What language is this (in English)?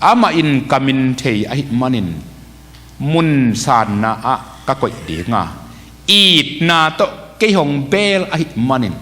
Tedim Chin